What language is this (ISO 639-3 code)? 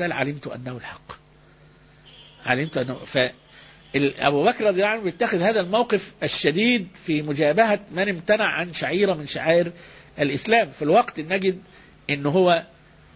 ara